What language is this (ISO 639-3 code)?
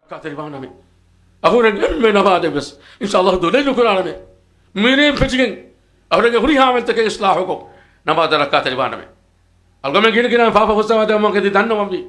div